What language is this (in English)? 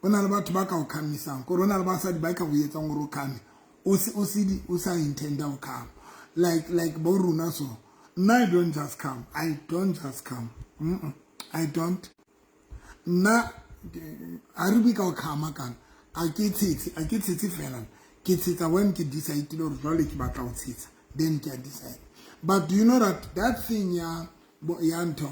Southern Sotho